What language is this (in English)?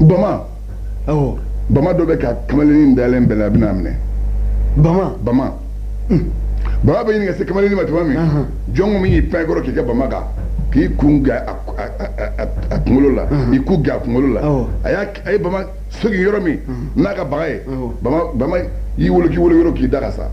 Bambara